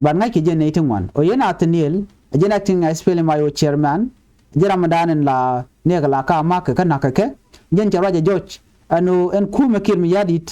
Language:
Nuer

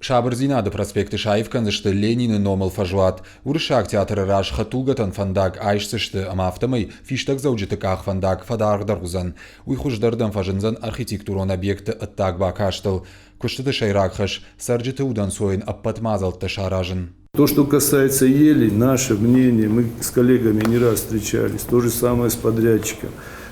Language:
Ossetic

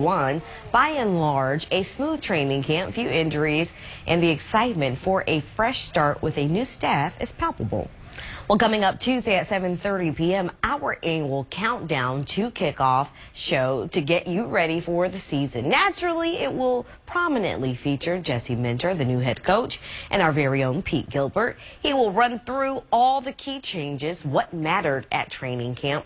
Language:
English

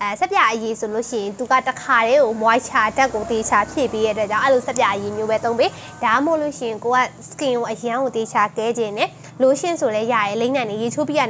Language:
Burmese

